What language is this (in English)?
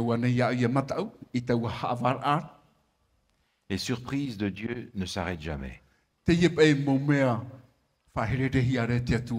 Tahitian